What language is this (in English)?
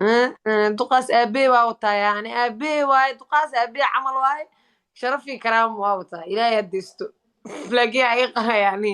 Somali